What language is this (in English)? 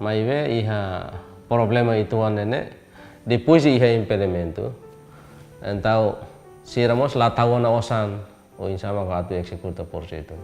Tetum